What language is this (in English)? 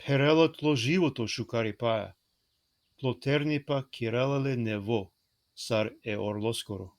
Balkan Romani